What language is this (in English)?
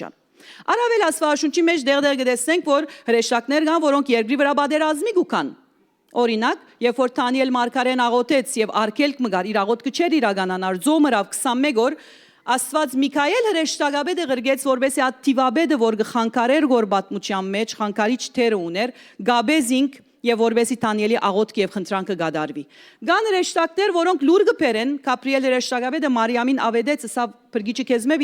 Western Armenian